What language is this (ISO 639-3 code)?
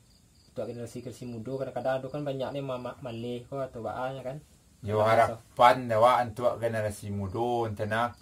min